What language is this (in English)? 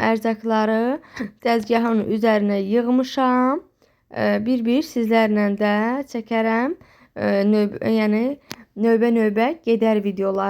Azerbaijani